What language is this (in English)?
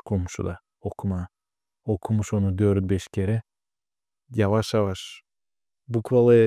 Gagauz